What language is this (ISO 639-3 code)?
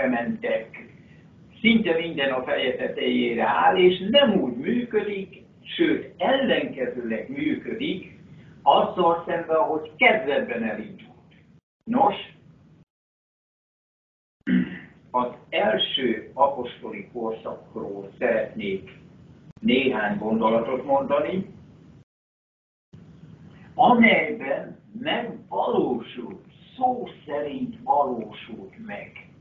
hun